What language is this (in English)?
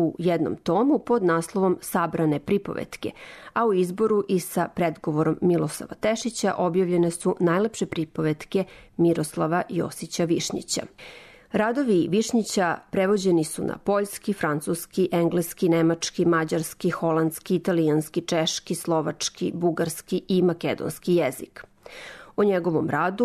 Serbian